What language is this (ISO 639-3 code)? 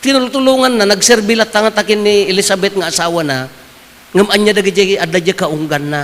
ilo